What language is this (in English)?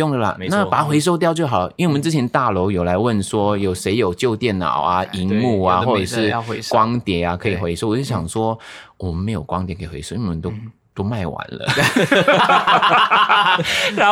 Chinese